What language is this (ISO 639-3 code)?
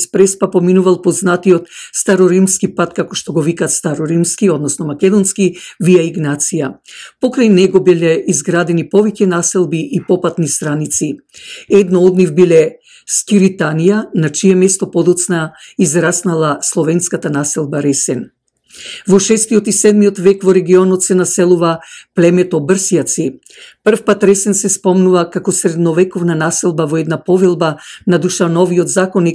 mkd